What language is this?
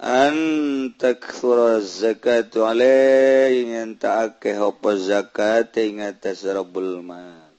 Sundanese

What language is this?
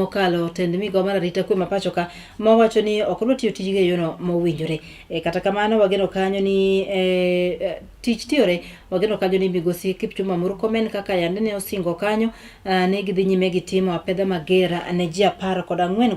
Luo (Kenya and Tanzania)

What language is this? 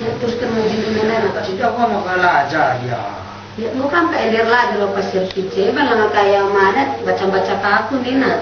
Batak Karo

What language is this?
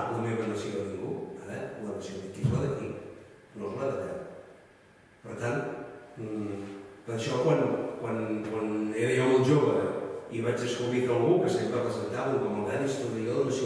Catalan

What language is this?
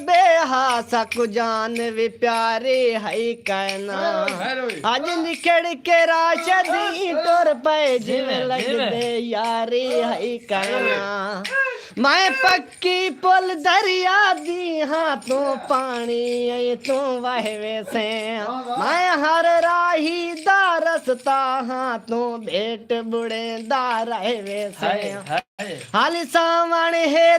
Saraiki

